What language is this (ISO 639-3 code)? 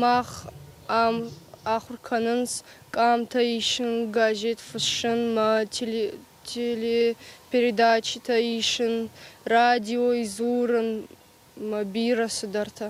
oss